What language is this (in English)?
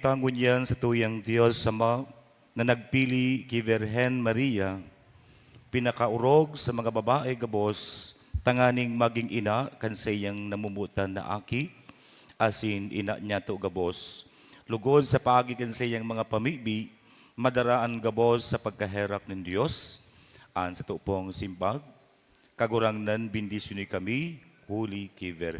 Bikol